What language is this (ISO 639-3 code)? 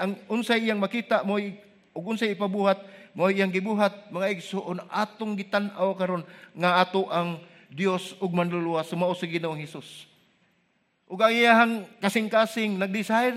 ceb